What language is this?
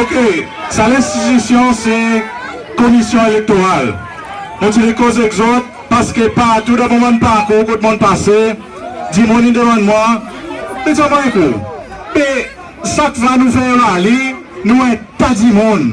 Seselwa Creole French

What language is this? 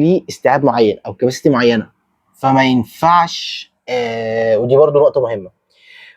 Egyptian Arabic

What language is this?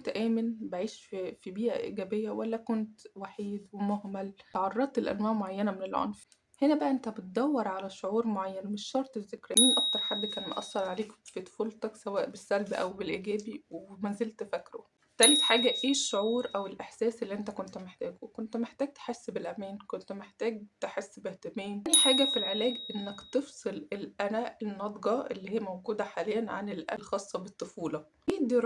Egyptian Arabic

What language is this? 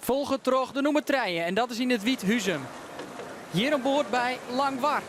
Western Frisian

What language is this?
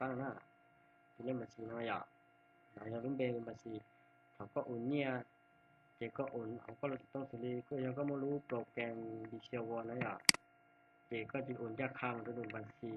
Hmong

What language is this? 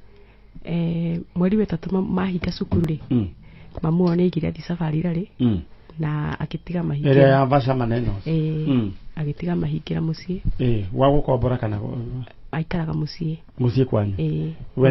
Kikuyu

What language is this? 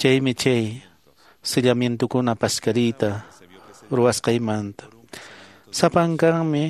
Quechua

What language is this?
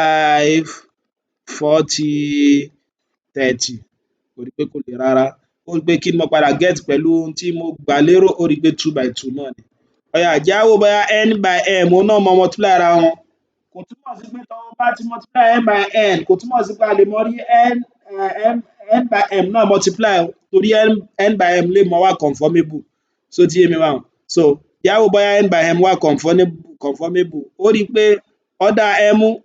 Yoruba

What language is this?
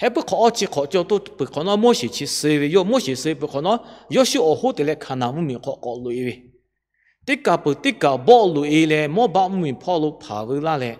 Lahu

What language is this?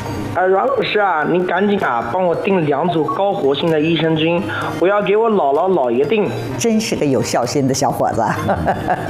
Chinese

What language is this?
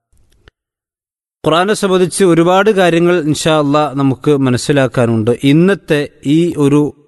Malayalam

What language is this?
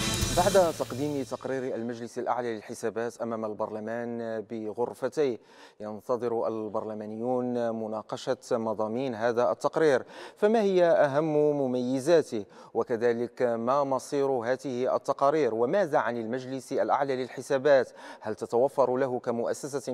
Moroccan Arabic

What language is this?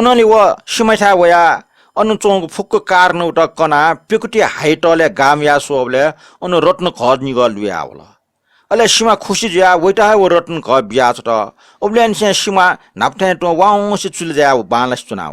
Newari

